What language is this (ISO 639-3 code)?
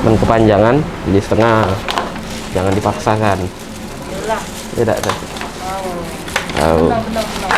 mui